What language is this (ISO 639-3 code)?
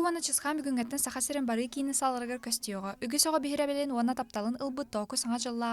sah